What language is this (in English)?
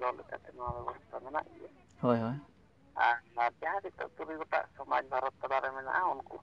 Santali